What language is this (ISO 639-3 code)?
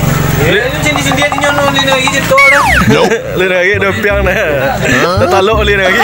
min